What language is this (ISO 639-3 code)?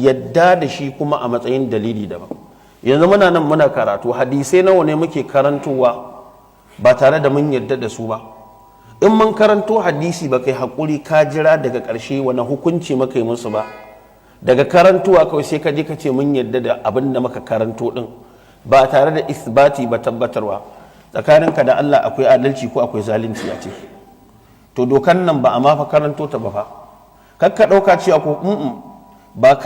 hau